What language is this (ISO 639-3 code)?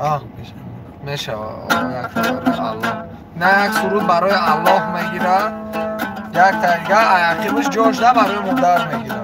tgk